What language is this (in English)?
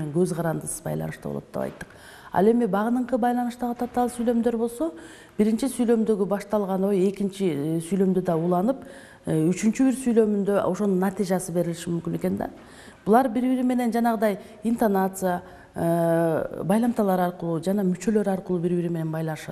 Kyrgyz